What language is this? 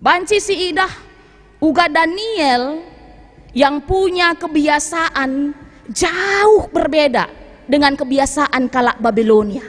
Batak Karo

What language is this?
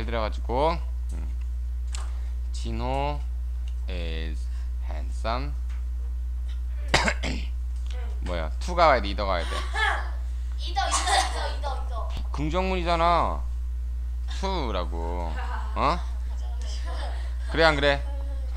Korean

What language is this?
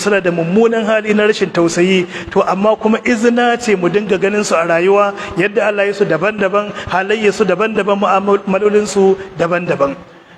Hausa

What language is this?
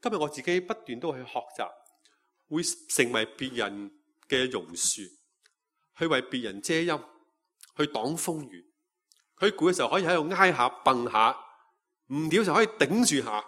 Cantonese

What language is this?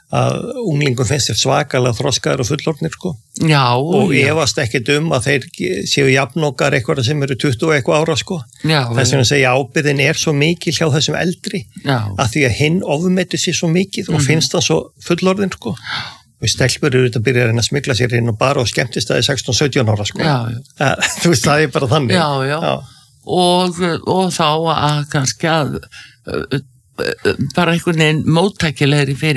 Icelandic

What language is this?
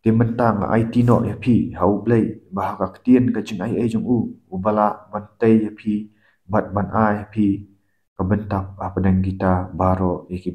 Khasi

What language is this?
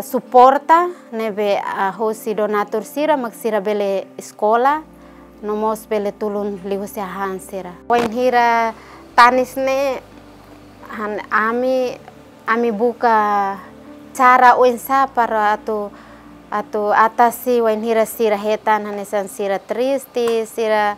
Tetum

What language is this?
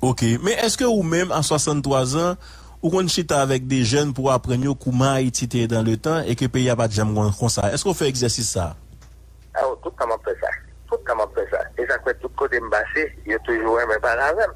Haitian Creole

